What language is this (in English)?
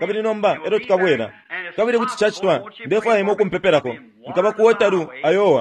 Bemba